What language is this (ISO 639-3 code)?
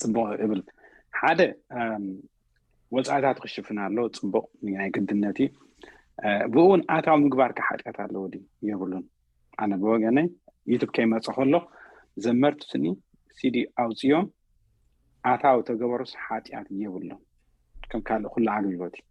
tir